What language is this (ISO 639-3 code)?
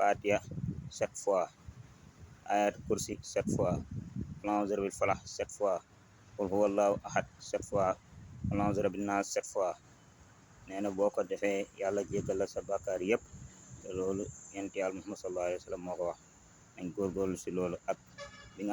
wol